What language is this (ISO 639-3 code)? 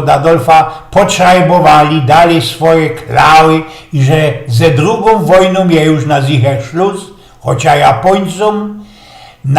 szl